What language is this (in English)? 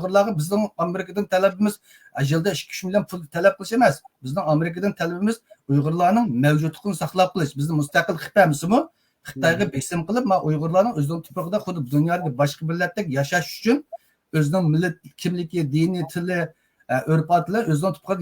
Uyghur